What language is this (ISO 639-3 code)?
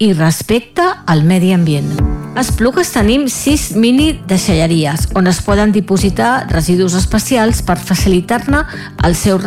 cat